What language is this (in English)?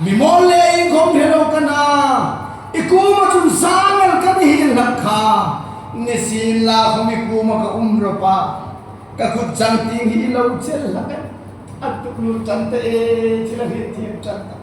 Hmar